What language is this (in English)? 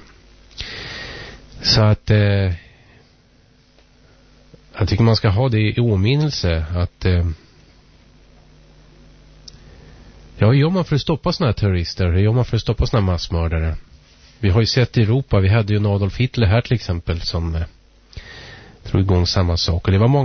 Swedish